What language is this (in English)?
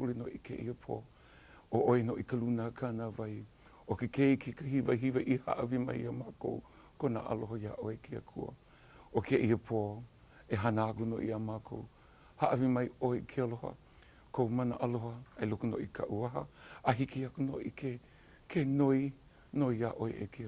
Hawaiian